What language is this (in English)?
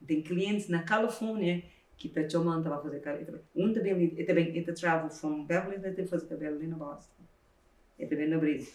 Kabuverdianu